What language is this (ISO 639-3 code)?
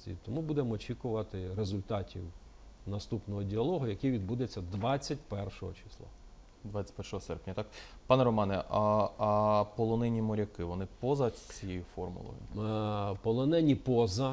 ukr